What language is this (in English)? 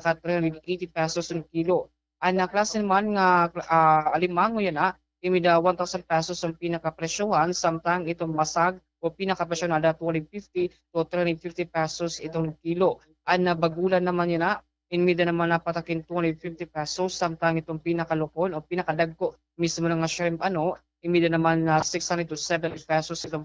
Waray